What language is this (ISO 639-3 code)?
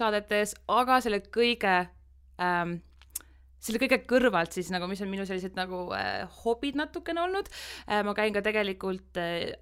est